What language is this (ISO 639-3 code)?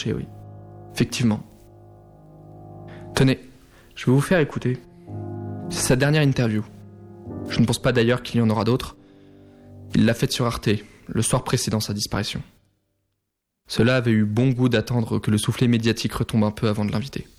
fra